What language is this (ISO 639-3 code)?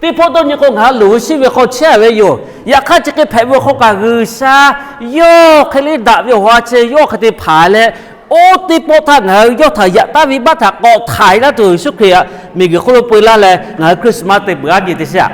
lhu